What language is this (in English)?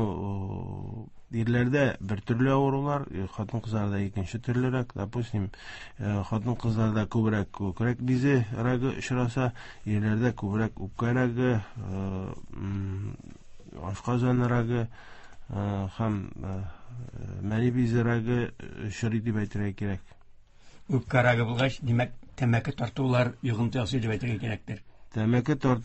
Tatar